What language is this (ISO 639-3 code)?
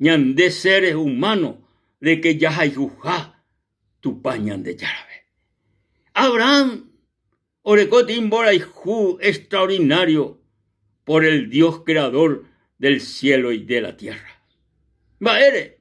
grn